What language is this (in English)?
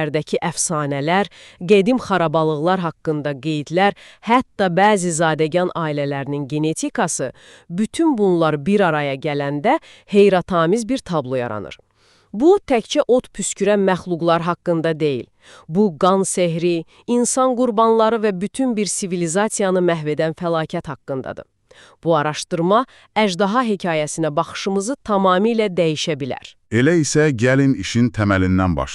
Azerbaijani